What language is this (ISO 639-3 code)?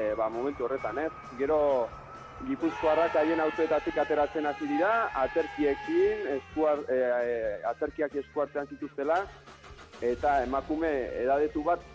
eus